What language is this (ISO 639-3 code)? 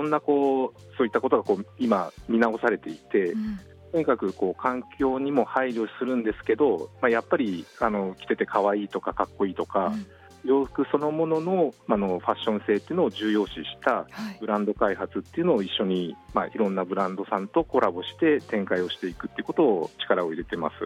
jpn